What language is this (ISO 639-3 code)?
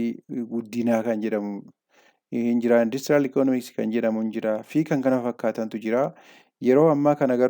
orm